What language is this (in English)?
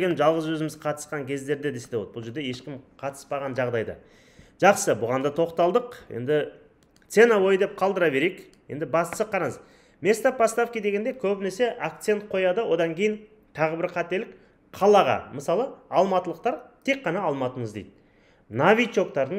Kazakh